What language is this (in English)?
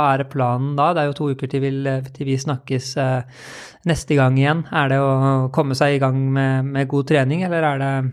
Norwegian